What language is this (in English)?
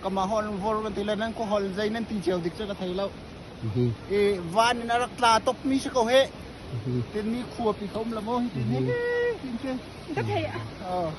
Hakha Chin